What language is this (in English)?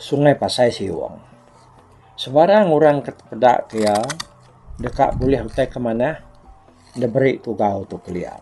Iban